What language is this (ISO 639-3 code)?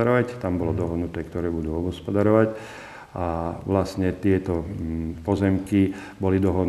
slk